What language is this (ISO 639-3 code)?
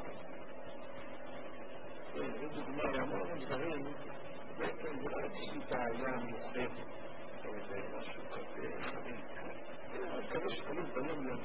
heb